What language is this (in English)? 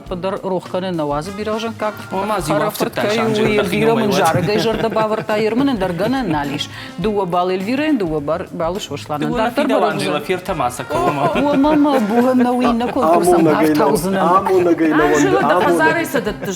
Ossetic